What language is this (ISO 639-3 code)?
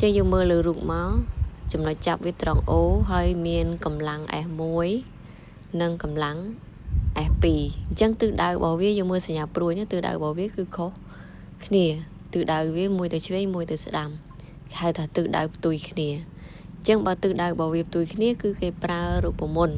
khm